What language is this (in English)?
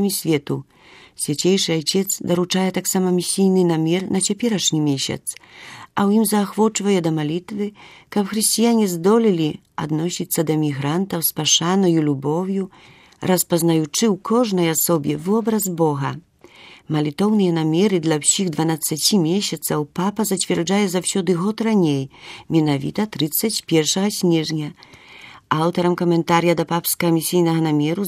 Belarusian